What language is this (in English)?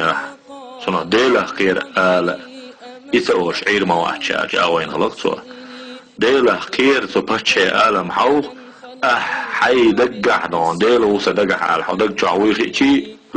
Chechen